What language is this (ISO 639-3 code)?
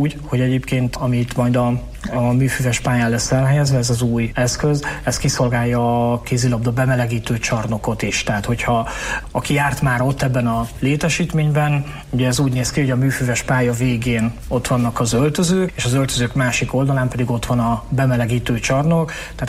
hun